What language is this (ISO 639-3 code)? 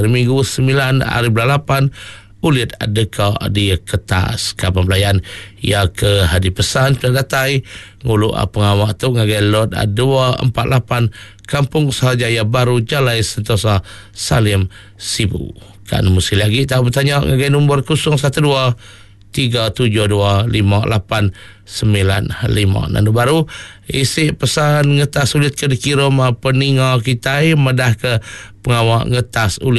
iba